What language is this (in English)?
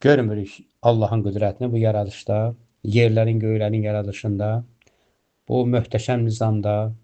Azerbaijani